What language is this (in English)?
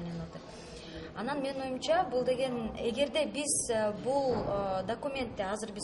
Kyrgyz